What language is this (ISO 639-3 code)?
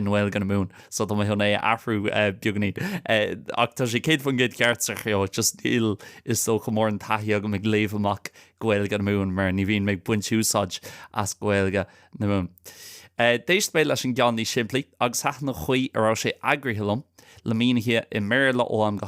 gle